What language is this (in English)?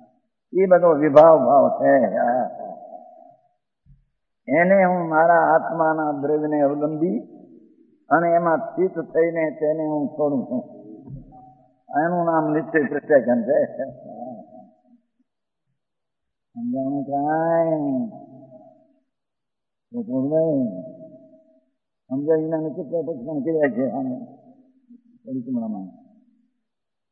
Gujarati